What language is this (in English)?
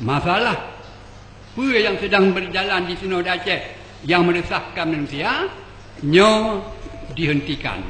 Achinese